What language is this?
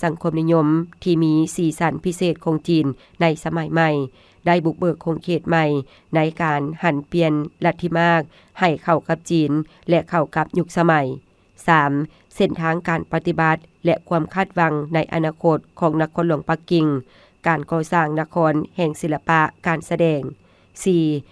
Lao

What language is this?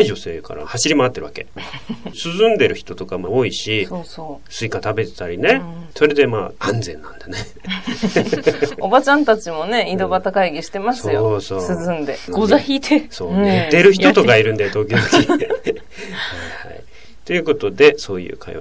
Japanese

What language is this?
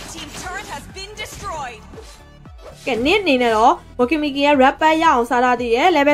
Burmese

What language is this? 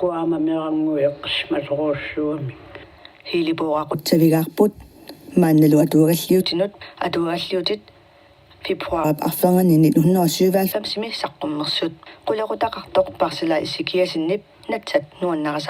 Kalaallisut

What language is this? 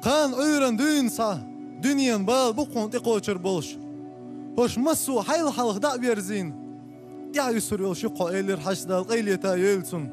Chechen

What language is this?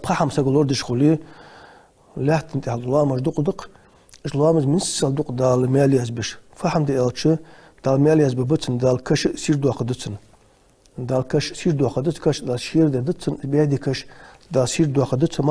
Ingush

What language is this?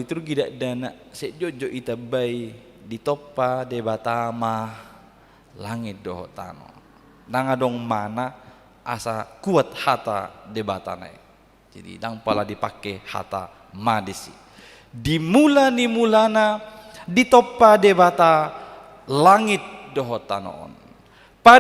Batak Toba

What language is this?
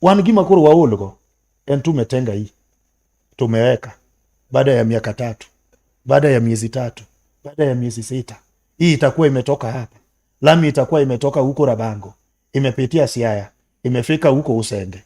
Luo (Kenya and Tanzania)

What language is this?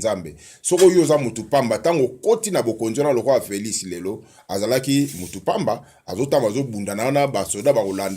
Lingala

